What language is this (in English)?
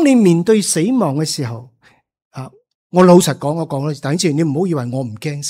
Cantonese